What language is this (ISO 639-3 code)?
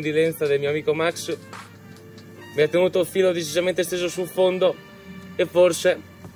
ita